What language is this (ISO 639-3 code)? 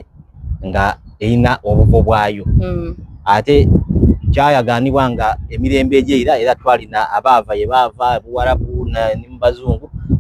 xog